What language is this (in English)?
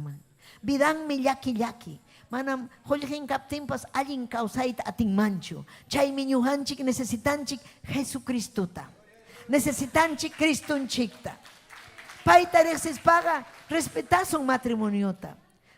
Ayacucho Quechua